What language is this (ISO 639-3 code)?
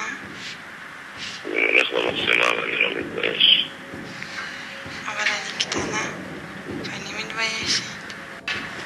heb